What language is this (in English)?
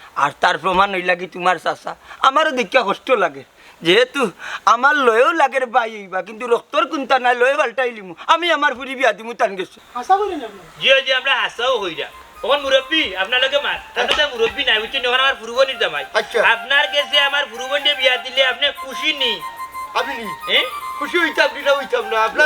Sylheti